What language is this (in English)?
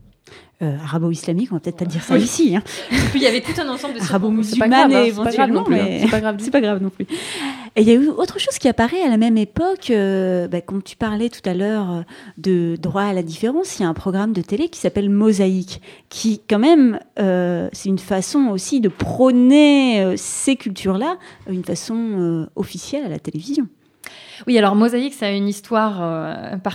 French